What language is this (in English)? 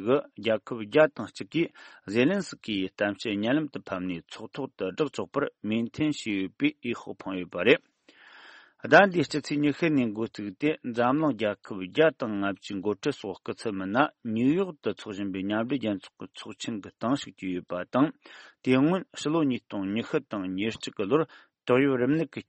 Tibetan